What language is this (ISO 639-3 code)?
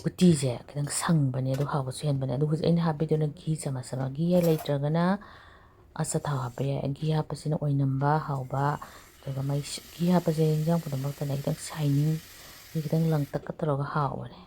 mni